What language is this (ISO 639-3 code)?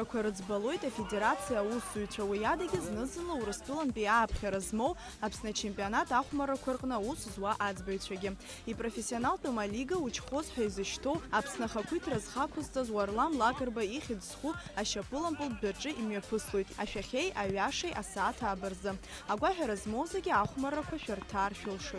abk